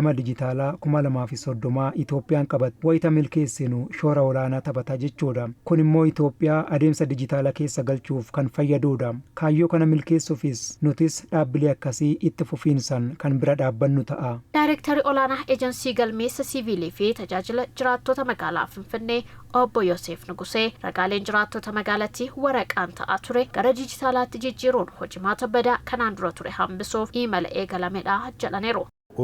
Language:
Oromo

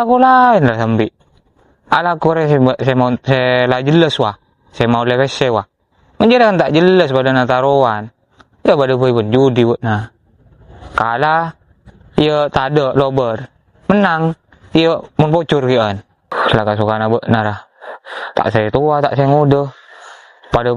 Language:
Madurese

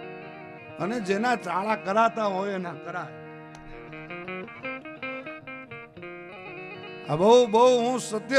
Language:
Gujarati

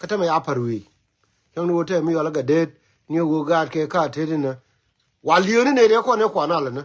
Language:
Nuer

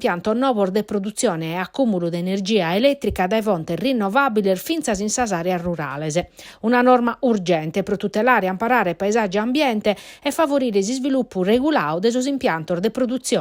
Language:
Sardinian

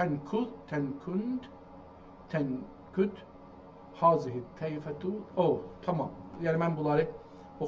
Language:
South Azerbaijani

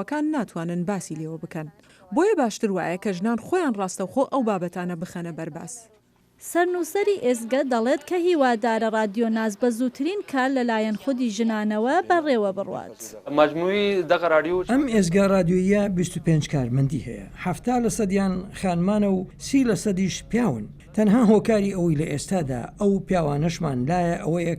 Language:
Central Kurdish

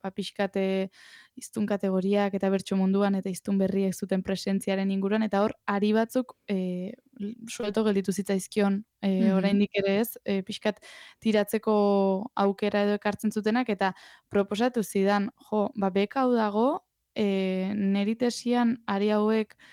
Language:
Basque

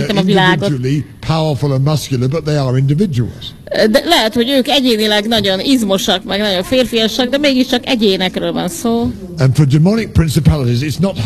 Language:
Hungarian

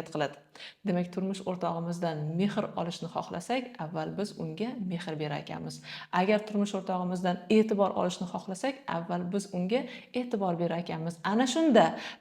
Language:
Uzbek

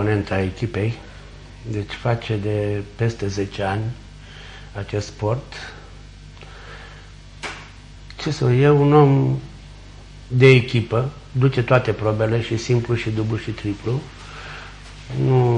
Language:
Romanian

